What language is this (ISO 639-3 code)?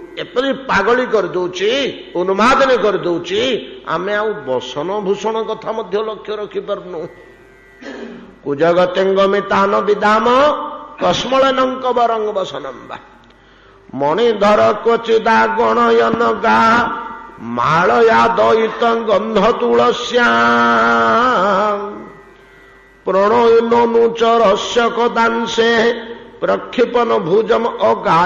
ori